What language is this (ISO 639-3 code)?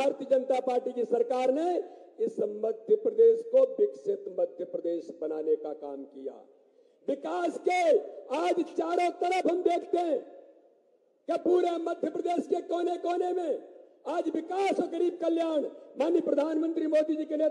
hin